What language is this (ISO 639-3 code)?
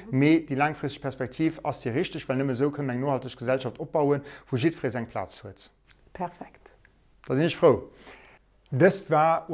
ltz